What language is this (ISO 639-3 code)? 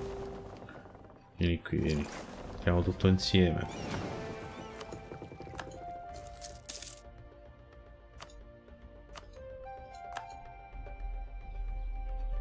ita